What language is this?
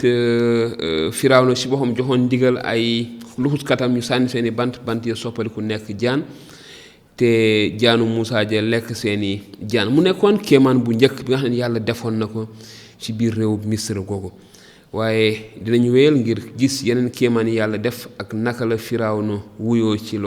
Wolof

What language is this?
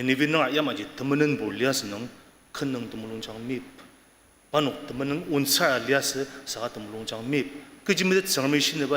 Ao Naga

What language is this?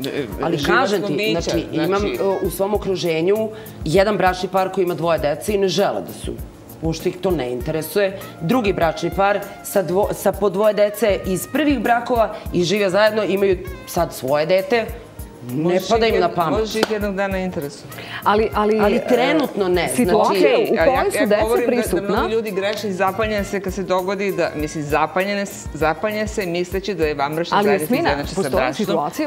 Serbian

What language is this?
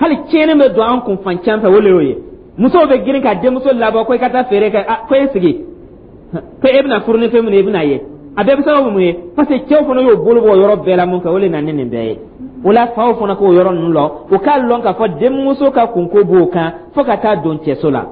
Dyula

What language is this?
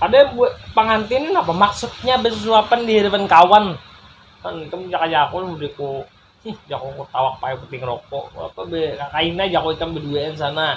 Banjar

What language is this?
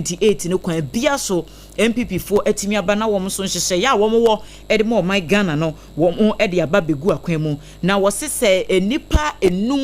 Akan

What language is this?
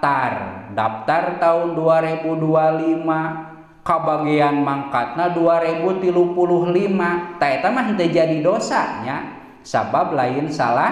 Sundanese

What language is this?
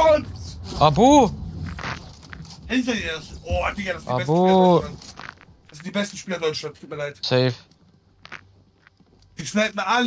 German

